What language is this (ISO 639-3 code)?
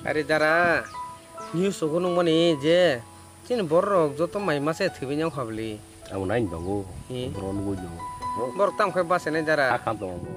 trp